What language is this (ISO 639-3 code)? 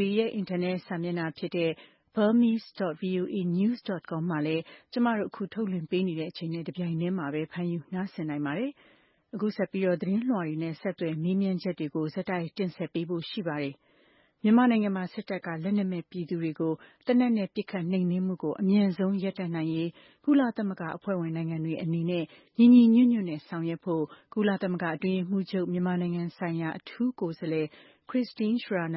mya